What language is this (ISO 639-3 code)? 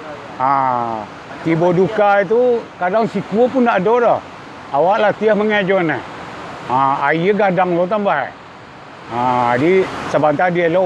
min